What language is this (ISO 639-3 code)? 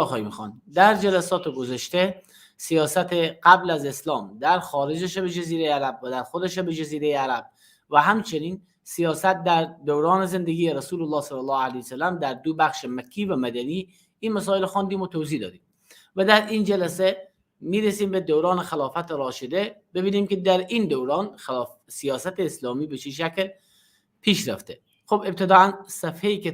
fas